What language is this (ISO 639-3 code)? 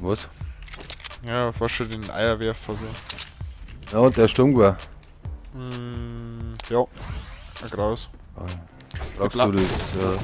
bar